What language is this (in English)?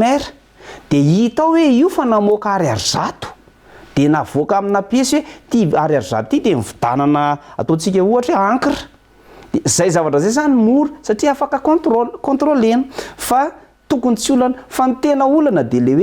Malagasy